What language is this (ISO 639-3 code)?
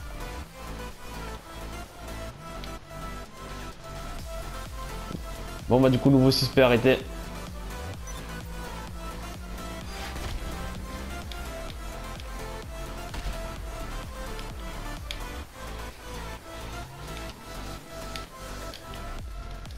fra